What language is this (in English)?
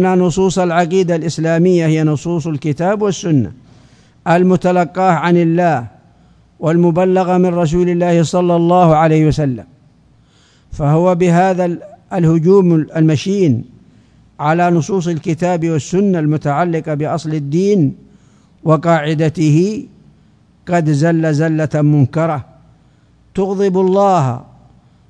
Arabic